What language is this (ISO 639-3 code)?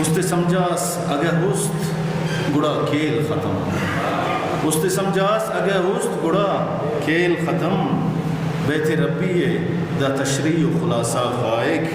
brh